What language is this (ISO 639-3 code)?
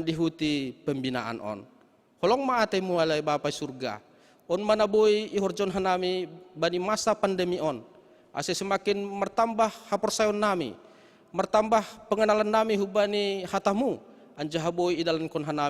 bts